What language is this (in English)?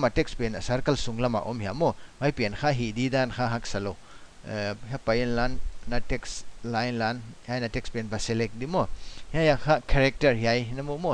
Paite Chin